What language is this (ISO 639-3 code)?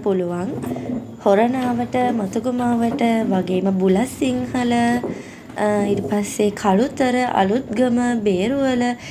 sin